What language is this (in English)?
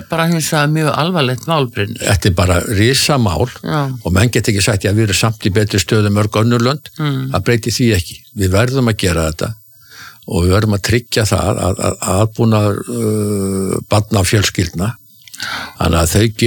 Icelandic